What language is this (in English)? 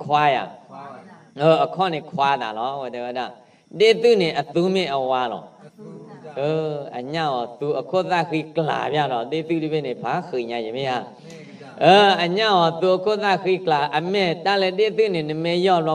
S'gaw Karen